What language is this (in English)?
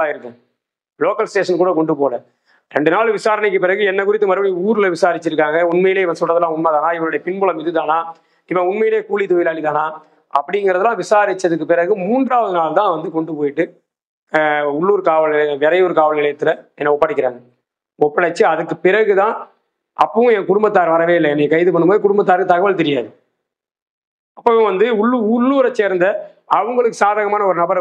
Tamil